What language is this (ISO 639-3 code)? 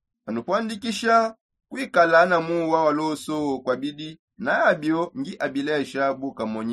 sop